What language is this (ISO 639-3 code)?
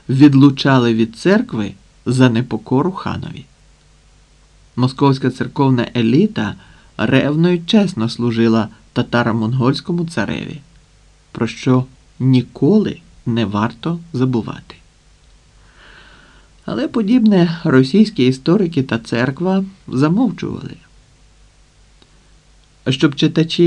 ukr